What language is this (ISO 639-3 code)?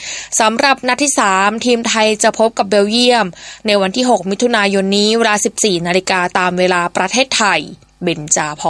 tha